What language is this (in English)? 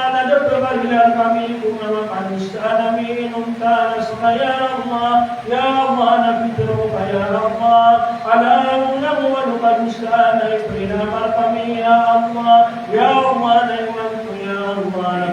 Maranao